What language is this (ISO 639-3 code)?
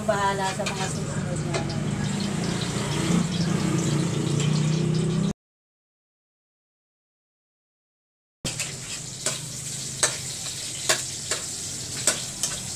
fil